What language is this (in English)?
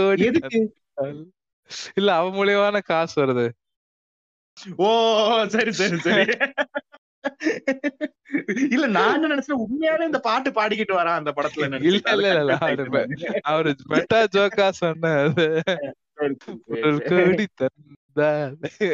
Tamil